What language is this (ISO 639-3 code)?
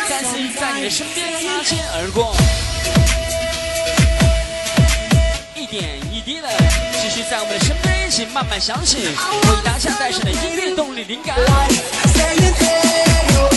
zho